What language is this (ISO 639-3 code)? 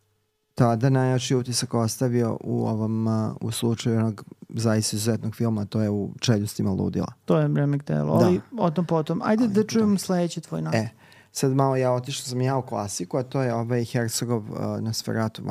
srp